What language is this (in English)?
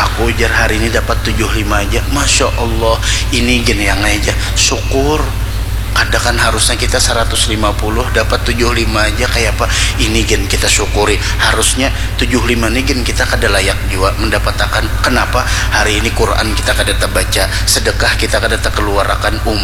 Banjar